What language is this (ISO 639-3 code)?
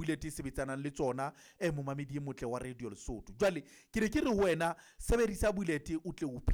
sot